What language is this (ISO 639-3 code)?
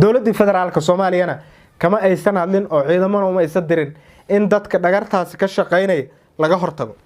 som